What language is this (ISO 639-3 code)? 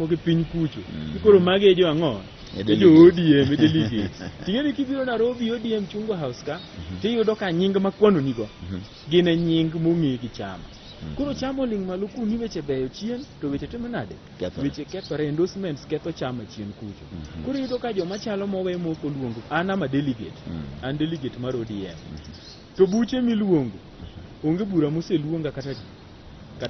luo